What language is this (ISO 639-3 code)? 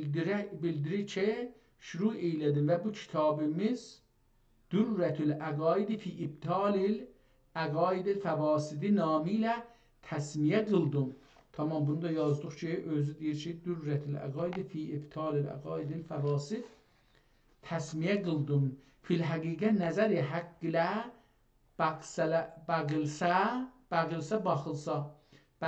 azb